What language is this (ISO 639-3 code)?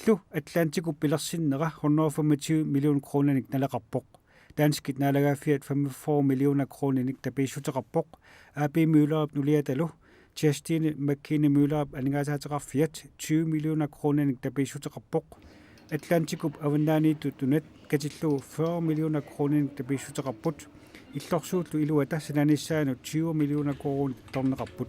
kal